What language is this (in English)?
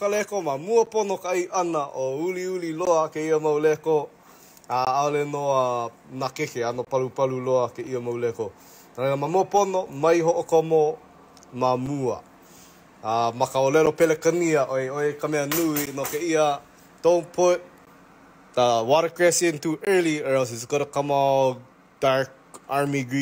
Hawaiian